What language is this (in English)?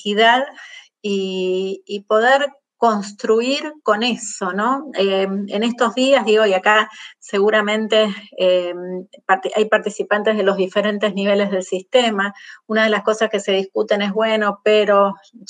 Spanish